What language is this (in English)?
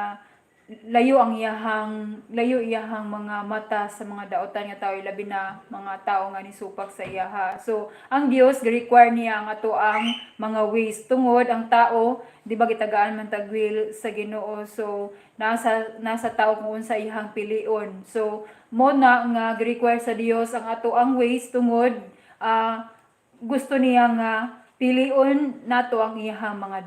Cebuano